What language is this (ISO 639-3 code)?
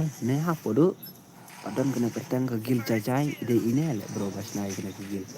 kha